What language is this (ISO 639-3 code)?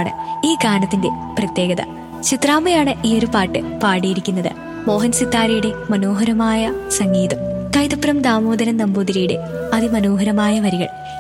mal